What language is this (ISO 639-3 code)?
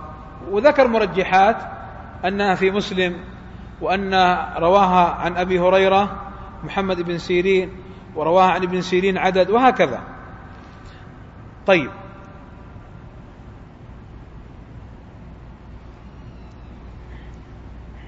ara